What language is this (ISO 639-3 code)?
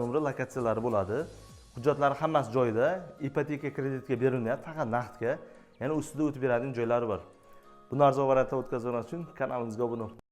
uzb